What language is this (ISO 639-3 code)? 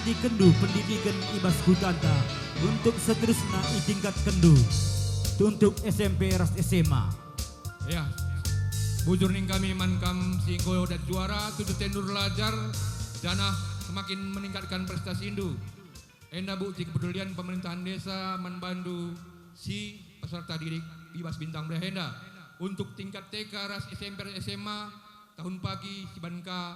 btx